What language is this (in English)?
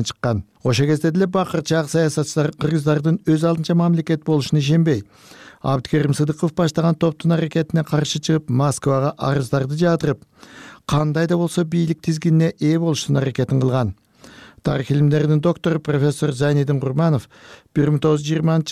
Kyrgyz